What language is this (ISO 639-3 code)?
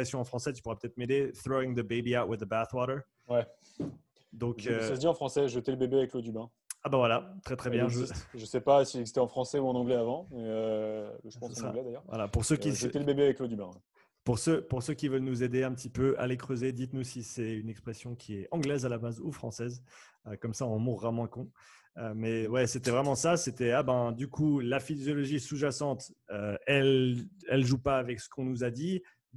fra